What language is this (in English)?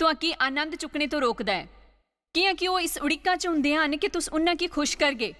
Dogri